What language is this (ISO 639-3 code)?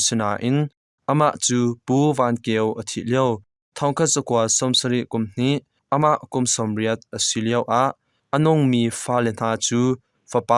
cnh